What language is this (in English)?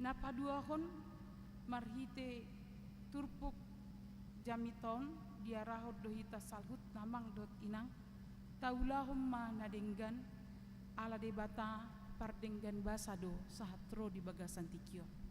Batak Toba